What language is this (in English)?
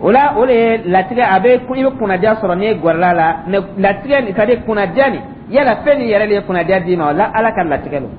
Dyula